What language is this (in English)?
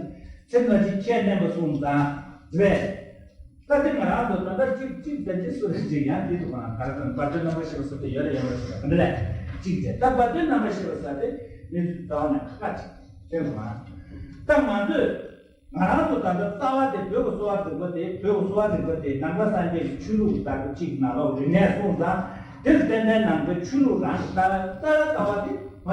Tibetan